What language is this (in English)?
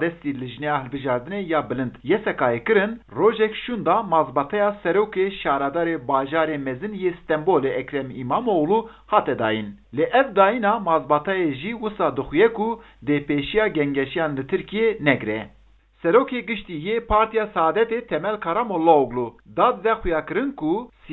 Kurdish